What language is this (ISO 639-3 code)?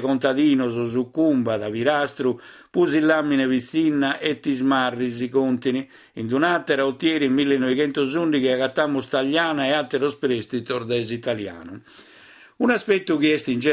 srd